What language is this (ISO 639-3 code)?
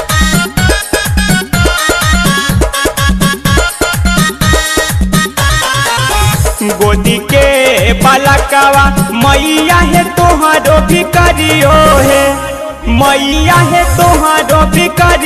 bho